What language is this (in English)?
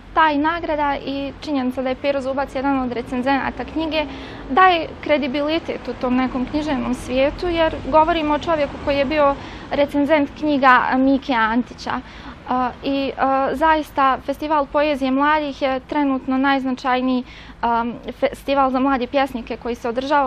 Bosnian